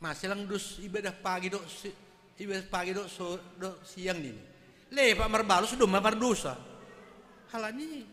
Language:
Batak Simalungun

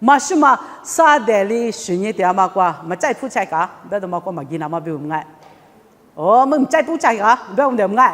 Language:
Lisu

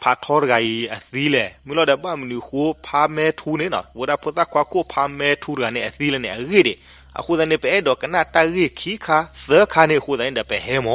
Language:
S'gaw Karen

